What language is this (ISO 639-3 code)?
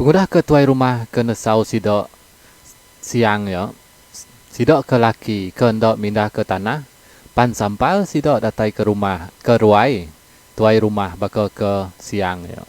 iba